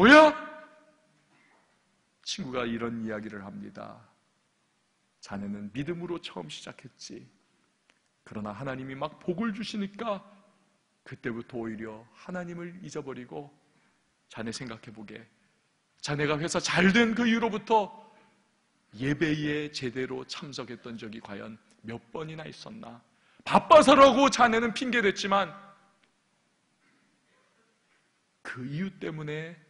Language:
Korean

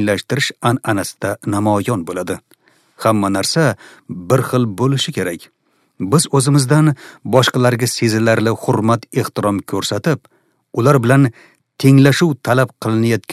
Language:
Uzbek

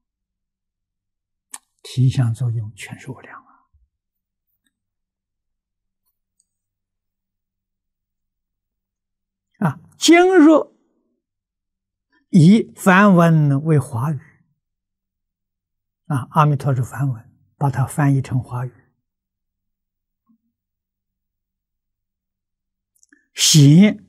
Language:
Chinese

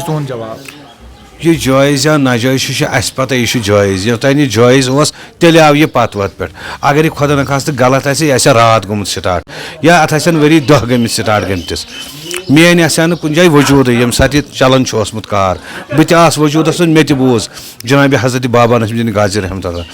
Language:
Kashmiri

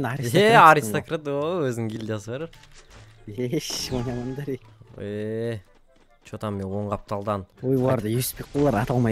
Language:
Kazakh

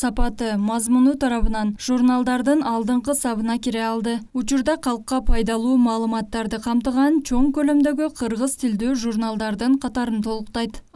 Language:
Kyrgyz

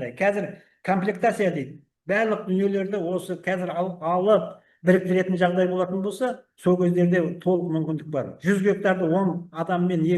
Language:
Kazakh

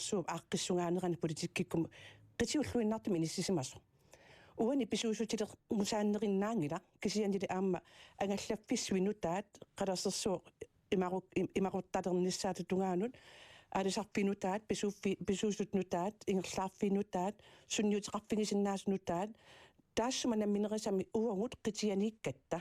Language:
Kalaallisut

